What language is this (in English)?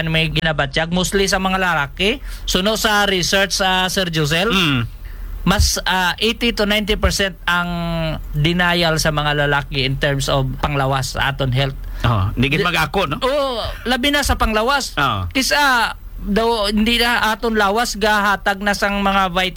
Hiligaynon